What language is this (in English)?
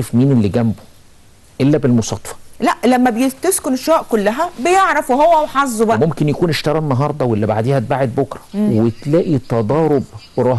Egyptian Arabic